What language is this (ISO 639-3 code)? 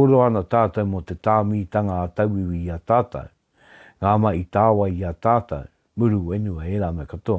mri